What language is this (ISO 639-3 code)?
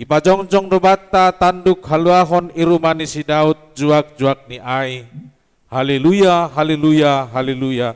bts